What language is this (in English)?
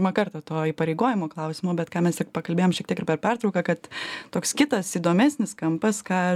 Lithuanian